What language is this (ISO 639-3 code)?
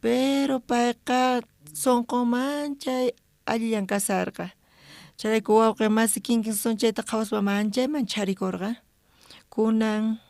quh